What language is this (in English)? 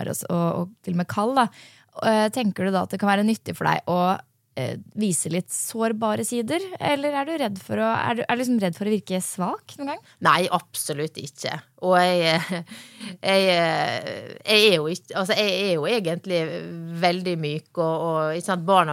Norwegian